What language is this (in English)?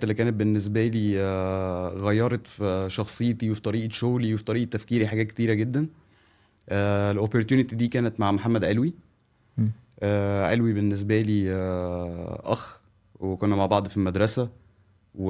Egyptian Arabic